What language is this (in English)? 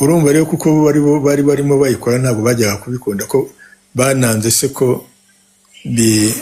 Kinyarwanda